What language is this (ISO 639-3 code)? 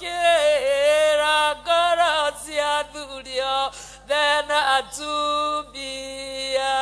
kik